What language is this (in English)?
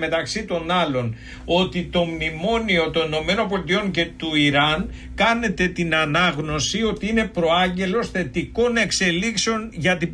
Greek